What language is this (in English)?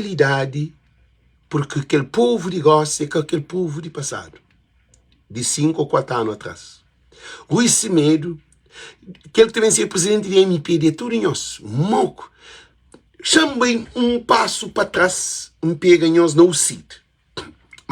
Kabuverdianu